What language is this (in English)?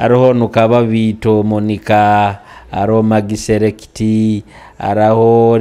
Nyoro